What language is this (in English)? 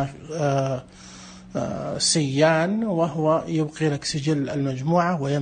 Najdi Arabic